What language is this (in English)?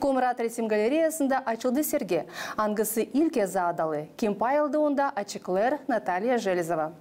Gagauz